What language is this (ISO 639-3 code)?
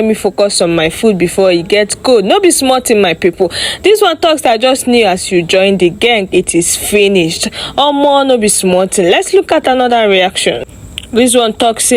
pcm